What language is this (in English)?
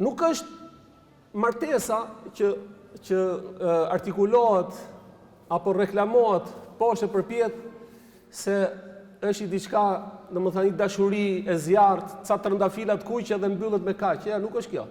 Albanian